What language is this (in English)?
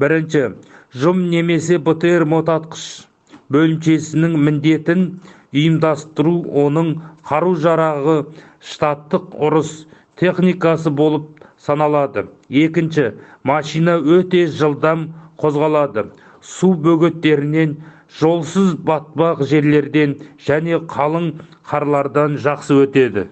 Kazakh